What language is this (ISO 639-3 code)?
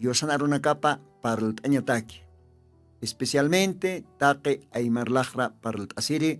aym